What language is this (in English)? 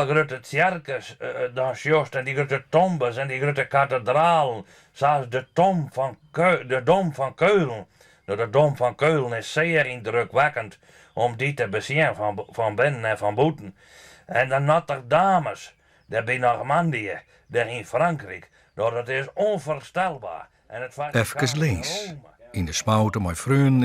Western Frisian